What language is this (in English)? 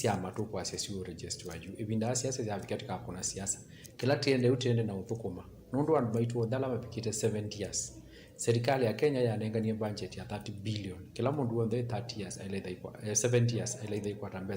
Kamba